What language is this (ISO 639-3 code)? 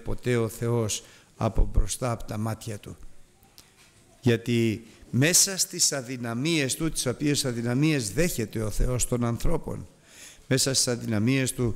ell